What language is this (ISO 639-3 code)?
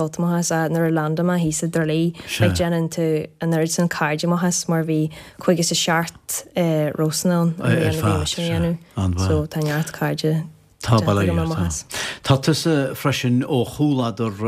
gle